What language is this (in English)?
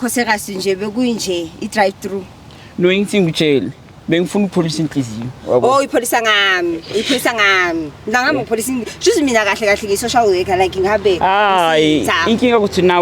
Zulu